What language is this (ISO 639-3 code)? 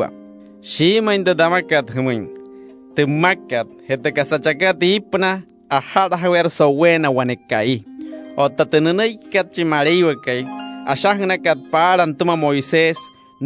guc